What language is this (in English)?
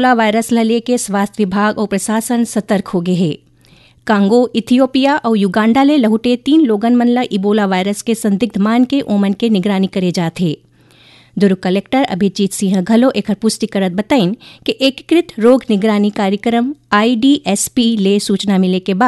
Chhattisgarhi